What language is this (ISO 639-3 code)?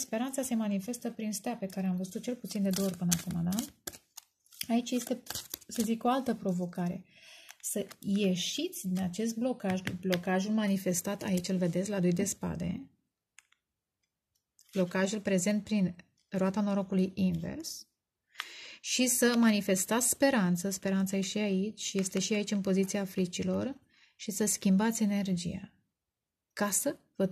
ron